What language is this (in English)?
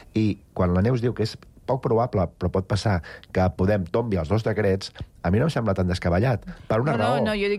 Catalan